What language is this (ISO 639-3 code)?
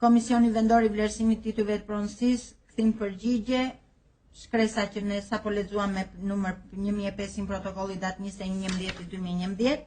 sqi